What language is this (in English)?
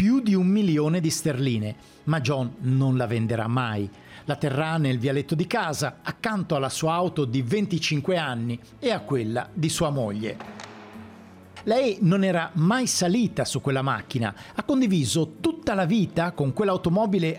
Italian